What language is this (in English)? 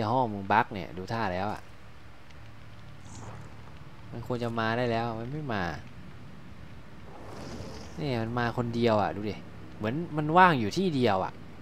Thai